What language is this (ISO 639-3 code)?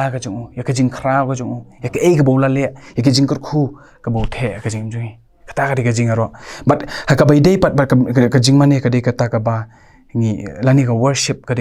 kha